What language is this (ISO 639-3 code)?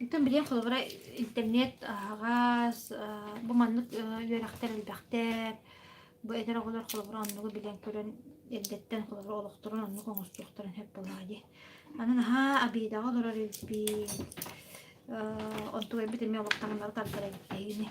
sah